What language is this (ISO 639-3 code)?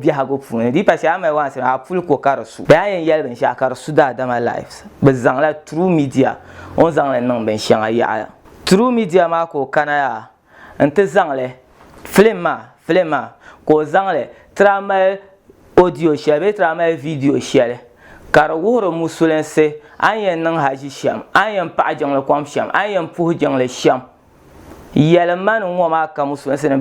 dag